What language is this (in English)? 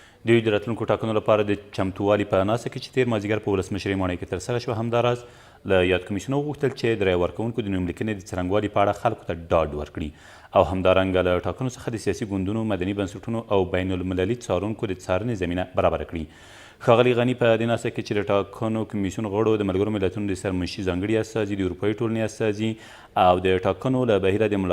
Pashto